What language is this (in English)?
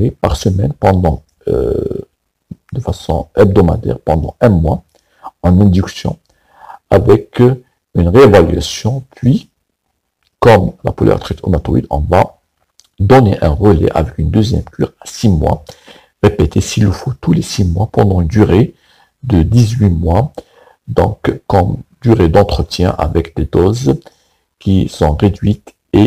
French